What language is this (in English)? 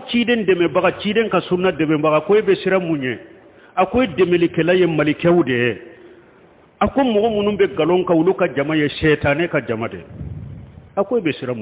Bambara